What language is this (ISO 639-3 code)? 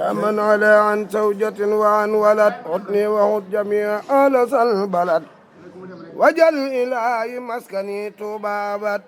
wol